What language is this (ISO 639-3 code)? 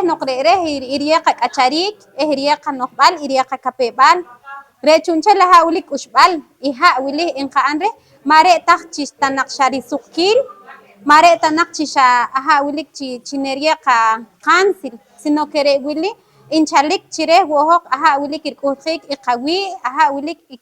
poh